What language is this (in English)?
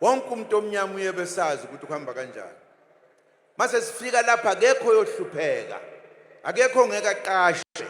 Zulu